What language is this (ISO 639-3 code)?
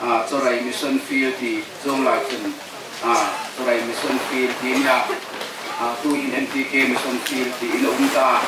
hmr